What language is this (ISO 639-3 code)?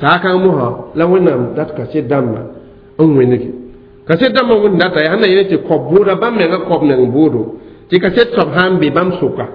mos